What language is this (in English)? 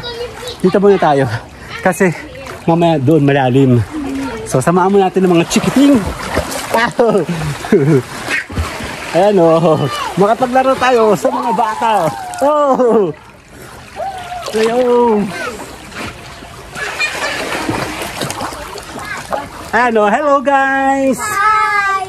Filipino